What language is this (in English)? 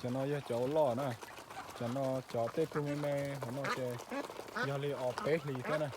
Hmong